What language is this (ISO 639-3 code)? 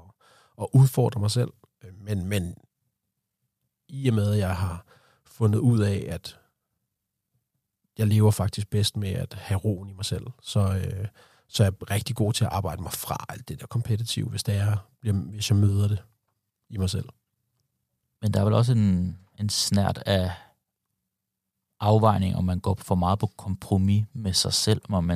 dan